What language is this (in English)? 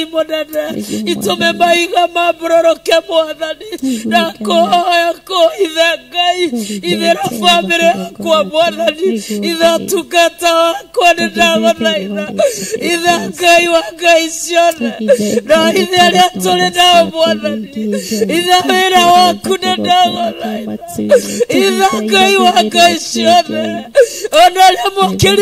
Kikuyu